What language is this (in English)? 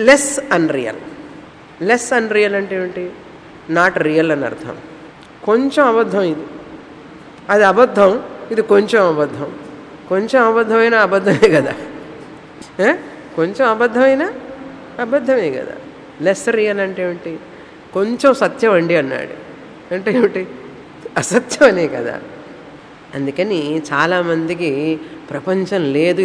Telugu